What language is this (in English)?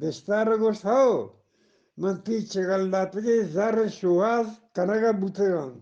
Eastern Balochi